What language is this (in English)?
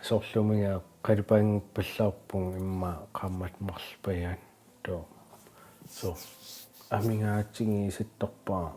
Kalaallisut